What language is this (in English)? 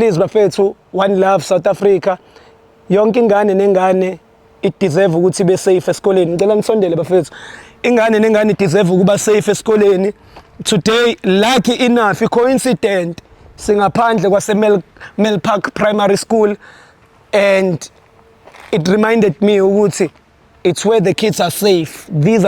Zulu